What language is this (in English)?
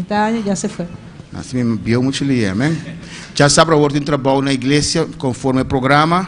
Papiamento